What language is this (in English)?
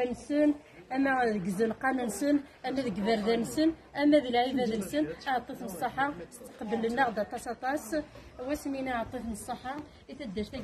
Kabyle